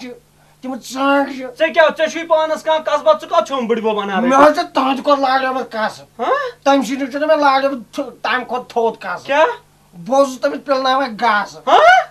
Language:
Kashmiri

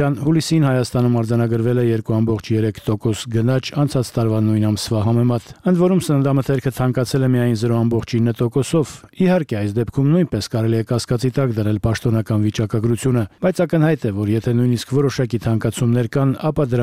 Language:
Armenian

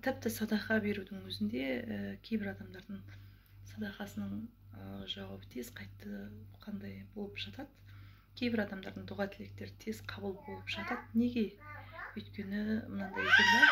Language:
Kazakh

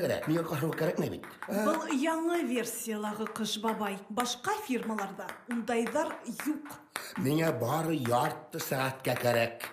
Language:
Bashkir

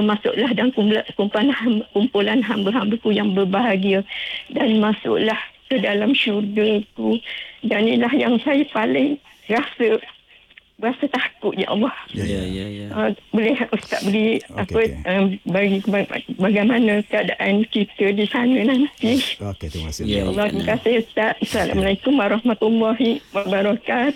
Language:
Malay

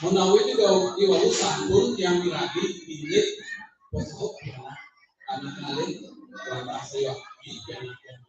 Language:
Balinese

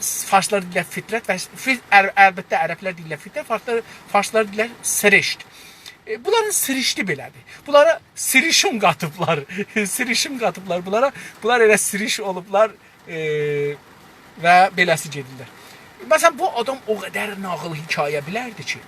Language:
South Azerbaijani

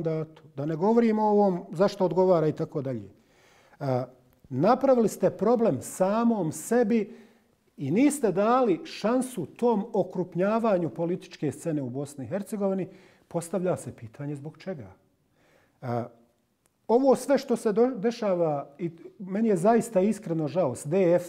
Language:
Bosnian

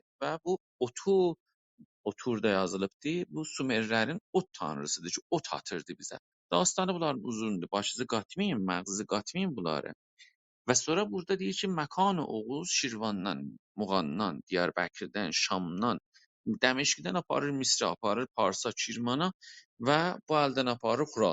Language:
South Azerbaijani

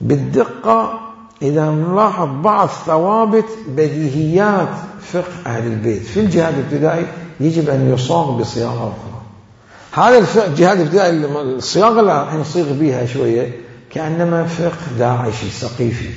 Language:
Mesopotamian Arabic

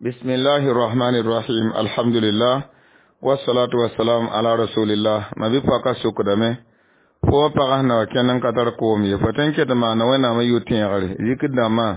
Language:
Mossi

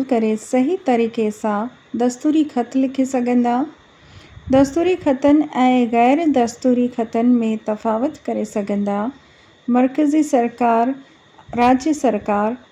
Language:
Sindhi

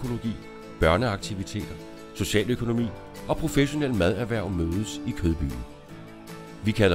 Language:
Danish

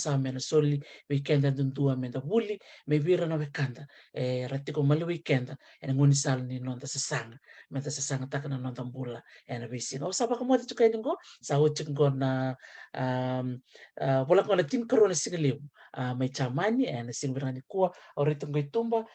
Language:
Fijian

